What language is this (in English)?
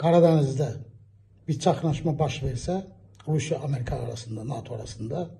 Azerbaijani